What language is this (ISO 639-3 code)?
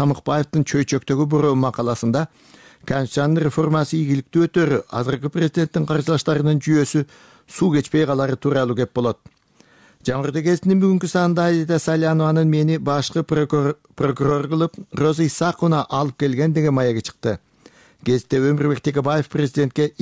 kir